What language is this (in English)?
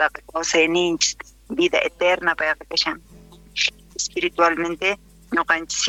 South Bolivian Quechua